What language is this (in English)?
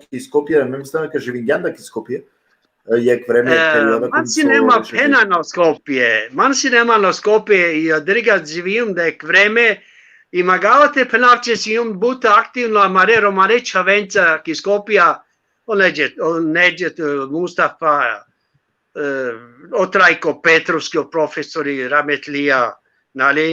Balkan Romani